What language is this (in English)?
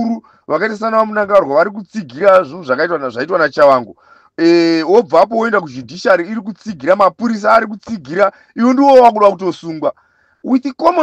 Shona